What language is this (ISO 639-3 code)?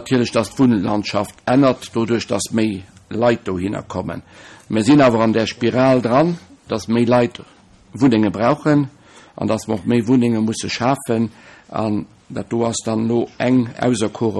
ltz